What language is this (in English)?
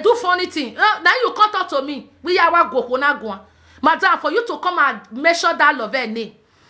Nigerian Pidgin